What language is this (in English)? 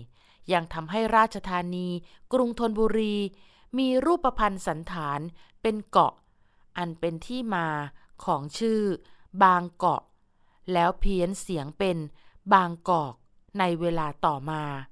Thai